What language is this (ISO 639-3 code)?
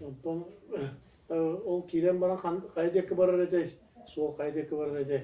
sah